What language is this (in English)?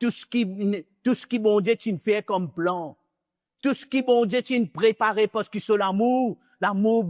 Morisyen